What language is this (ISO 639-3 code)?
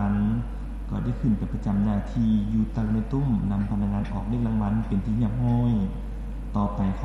lao